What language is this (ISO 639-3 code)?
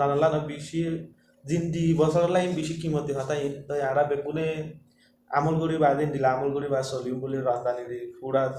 rhg